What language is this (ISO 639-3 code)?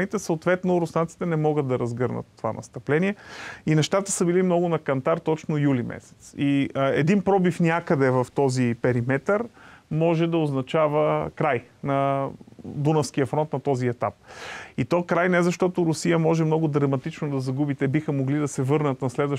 bul